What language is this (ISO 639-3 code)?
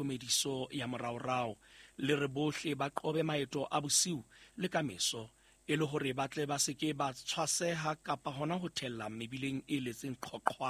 sot